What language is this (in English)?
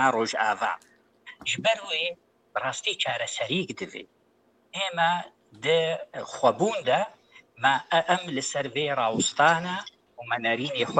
Kurdish